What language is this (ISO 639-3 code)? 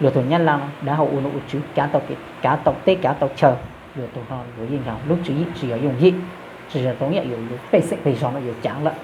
hmn